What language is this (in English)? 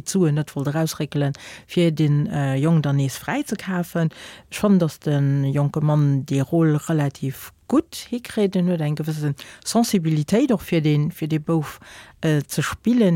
Luxembourgish